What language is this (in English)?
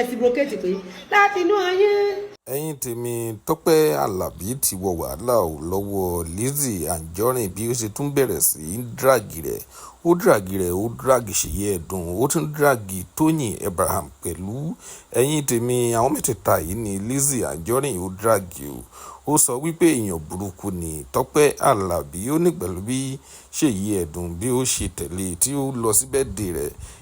Yoruba